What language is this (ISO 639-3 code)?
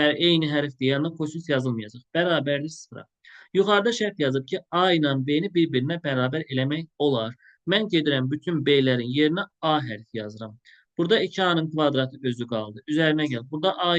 aze